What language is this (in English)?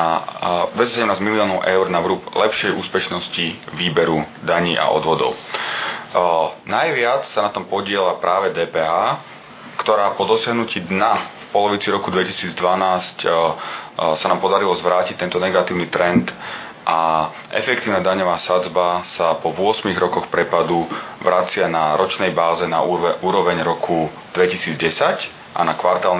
Slovak